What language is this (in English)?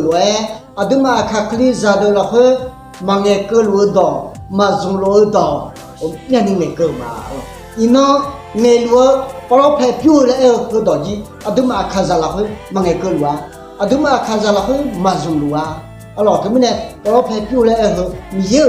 Akha